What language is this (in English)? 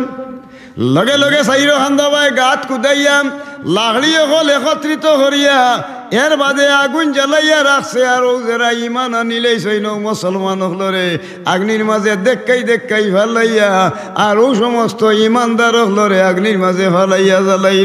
Sylheti